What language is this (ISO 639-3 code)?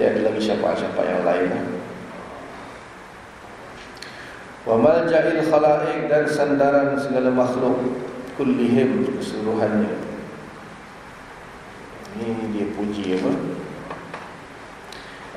msa